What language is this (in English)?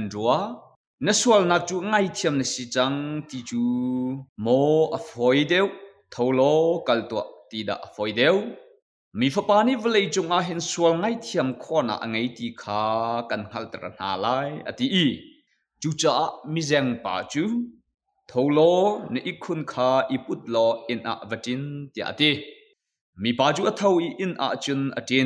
Hakha Chin